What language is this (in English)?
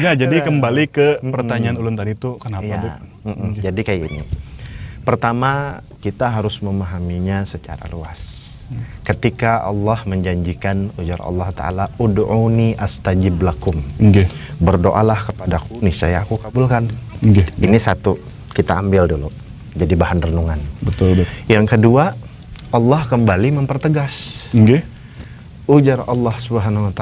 Banjar